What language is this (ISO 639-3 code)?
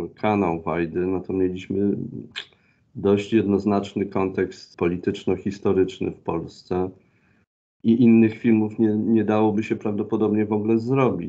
pol